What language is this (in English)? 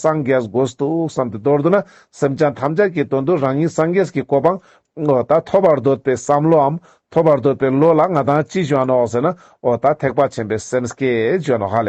Ladakhi